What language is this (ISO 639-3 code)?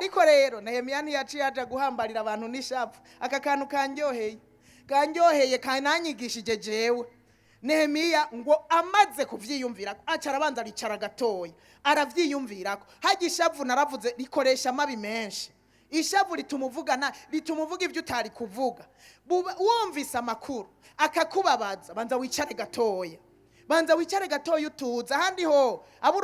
run